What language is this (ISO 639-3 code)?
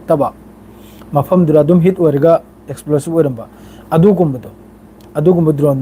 mni